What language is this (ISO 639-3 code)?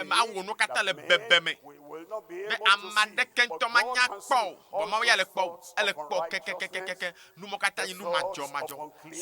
ewe